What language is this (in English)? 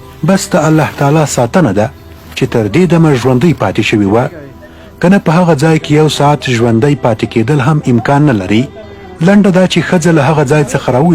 Pashto